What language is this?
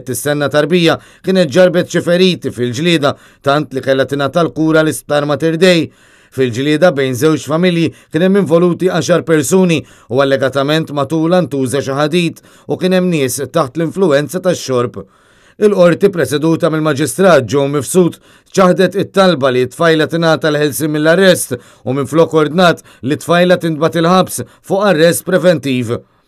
Maltese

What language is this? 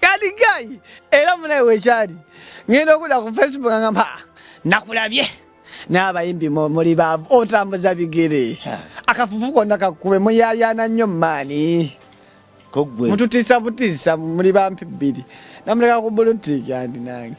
Ganda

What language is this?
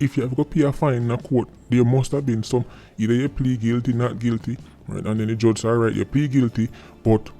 Jamaican Creole English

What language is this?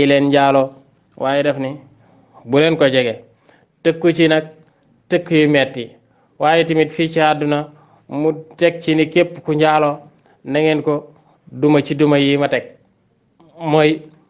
Wolof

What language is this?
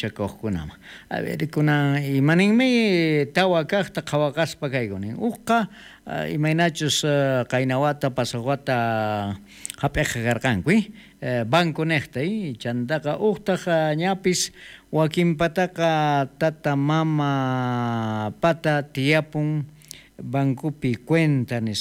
South Bolivian Quechua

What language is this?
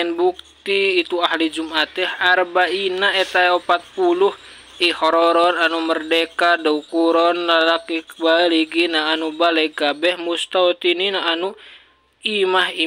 Sundanese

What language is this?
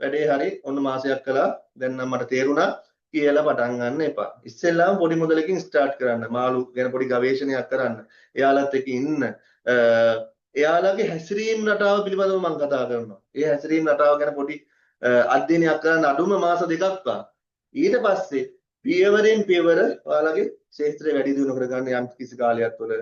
Sinhala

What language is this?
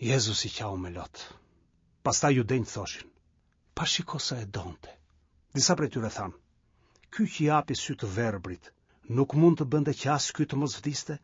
Albanian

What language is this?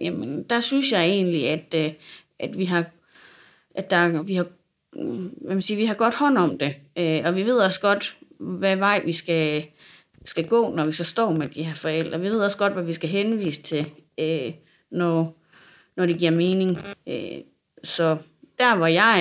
Danish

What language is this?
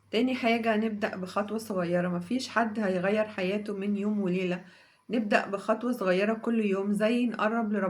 Egyptian Arabic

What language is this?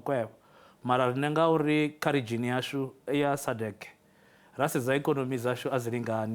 Venda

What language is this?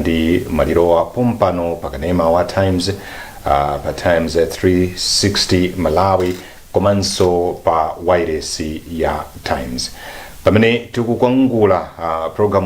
Nyanja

